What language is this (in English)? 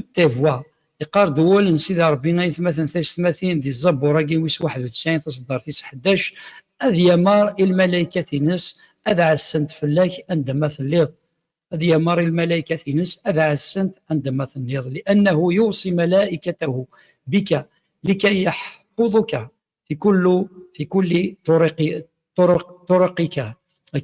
Kabyle